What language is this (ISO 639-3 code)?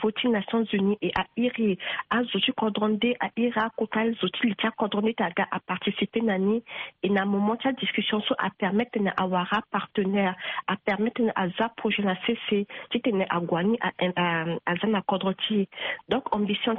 sag